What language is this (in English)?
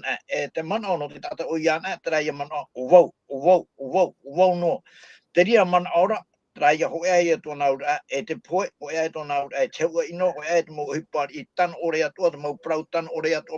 Tahitian